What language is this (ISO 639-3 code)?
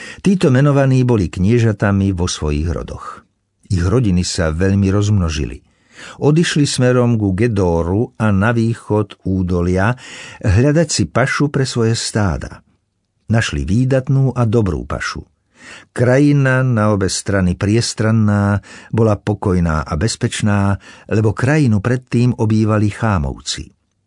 slk